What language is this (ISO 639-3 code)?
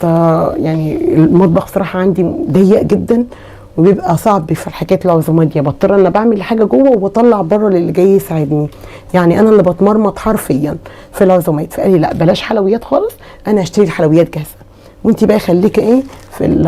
arz